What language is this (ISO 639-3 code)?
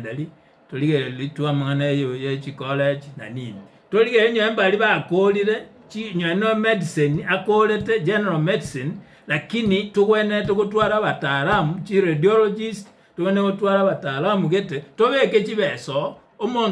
guz